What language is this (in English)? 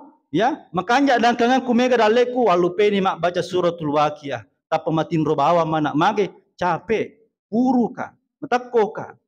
Buginese